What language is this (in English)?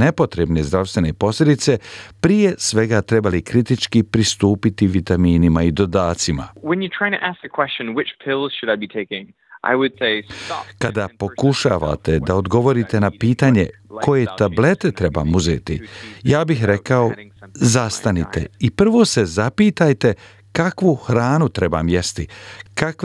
Croatian